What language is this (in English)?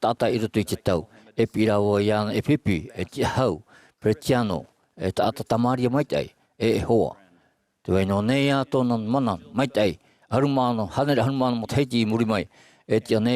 Tahitian